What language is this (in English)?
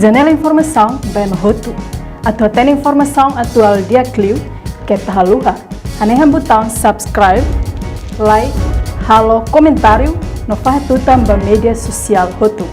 Tetum